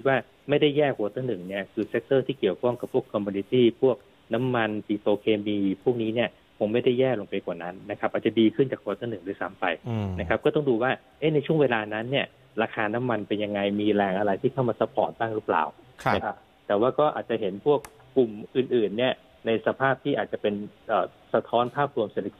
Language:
Thai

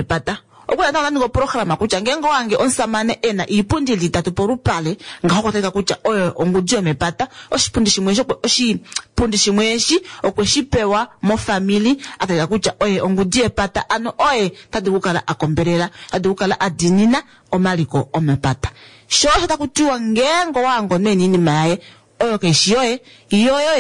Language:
Kuanyama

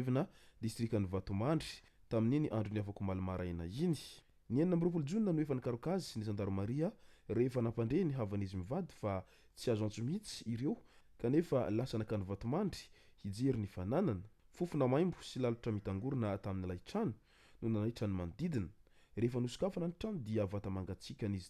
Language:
Malagasy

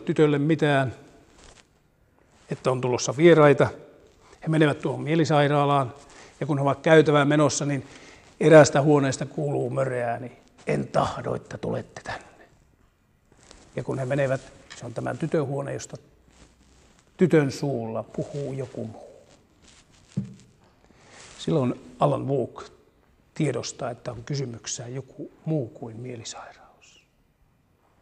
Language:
Finnish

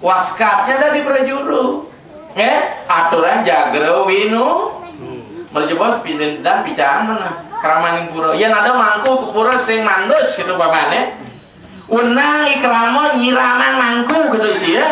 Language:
Balinese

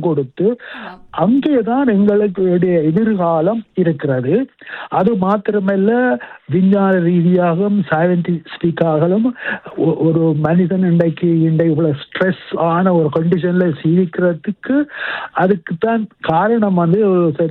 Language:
Tamil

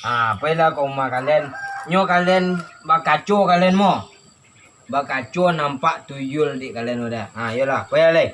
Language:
Minangkabau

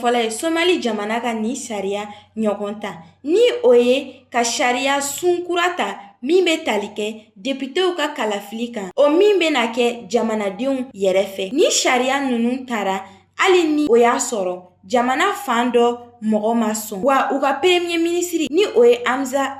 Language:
Bambara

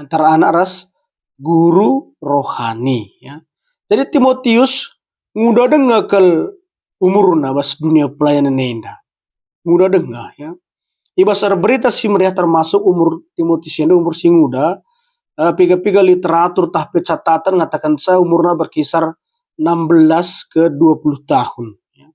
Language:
Batak Karo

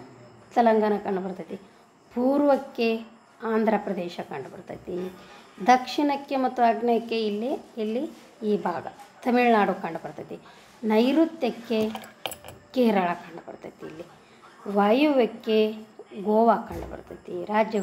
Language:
Kannada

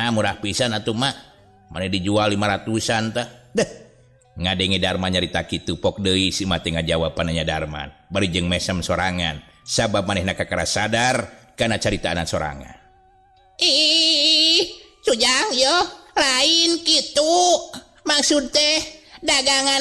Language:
Sundanese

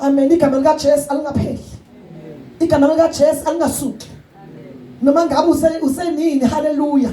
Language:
Zulu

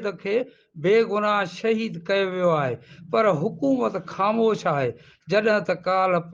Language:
Sindhi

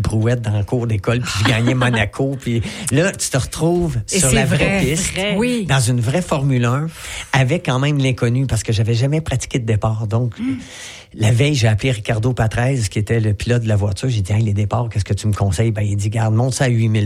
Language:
French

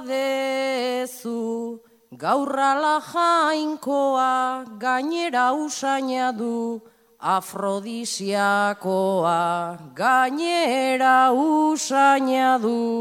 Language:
Basque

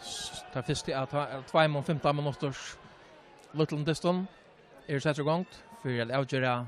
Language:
Faroese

